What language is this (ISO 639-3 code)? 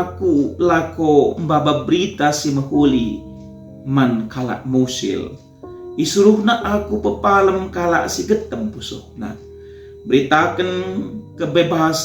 btx